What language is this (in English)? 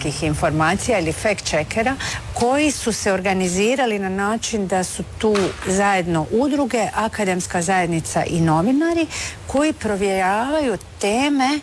Croatian